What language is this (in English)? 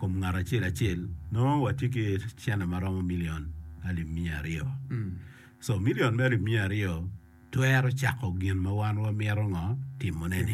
Acoli